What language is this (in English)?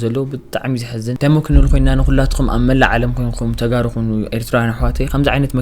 Tigrinya